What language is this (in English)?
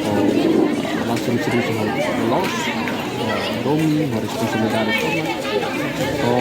Tetum